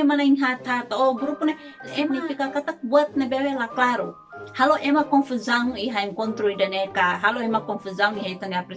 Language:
Tetum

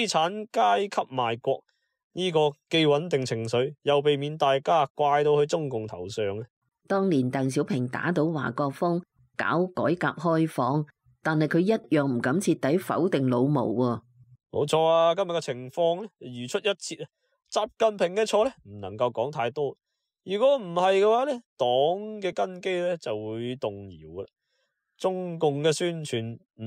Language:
Cantonese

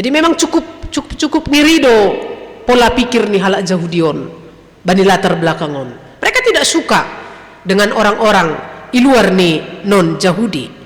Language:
Batak Simalungun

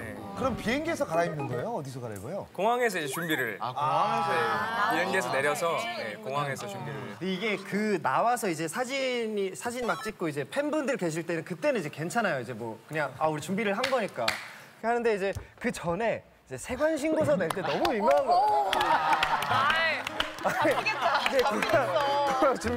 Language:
Korean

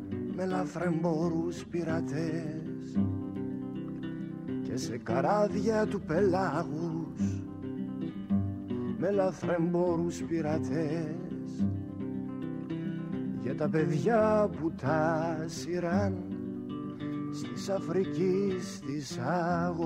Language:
Greek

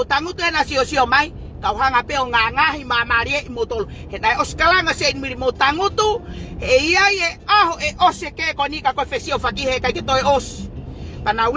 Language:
Tongan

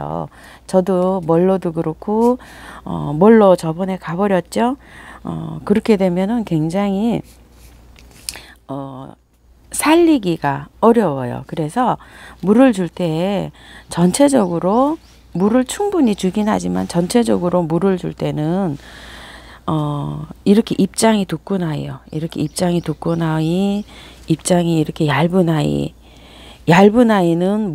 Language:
Korean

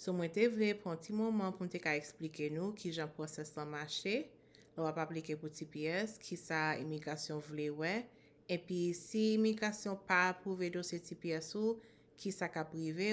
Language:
Haitian Creole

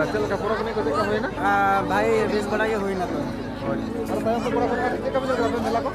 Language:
Santali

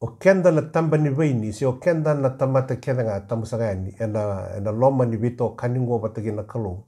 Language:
Fijian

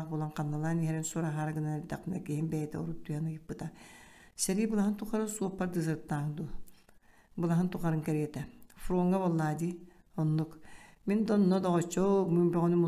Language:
Yakut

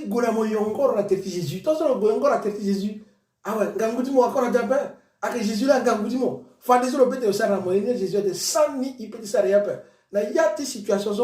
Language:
Sango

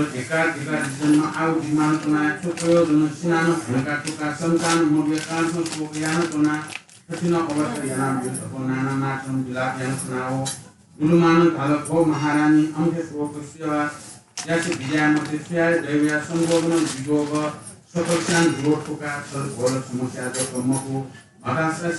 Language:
Newari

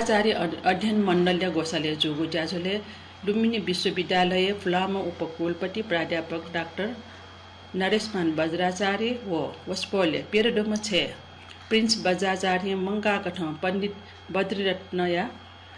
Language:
Newari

